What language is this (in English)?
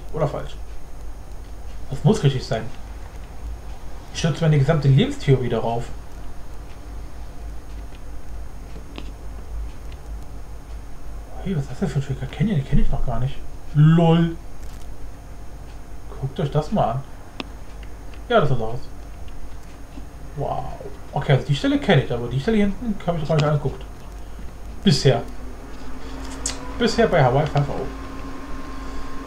German